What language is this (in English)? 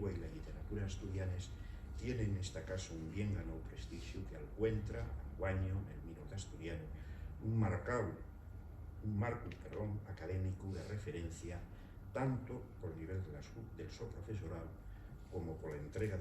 Asturian